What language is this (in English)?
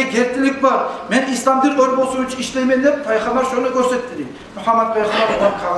Kumyk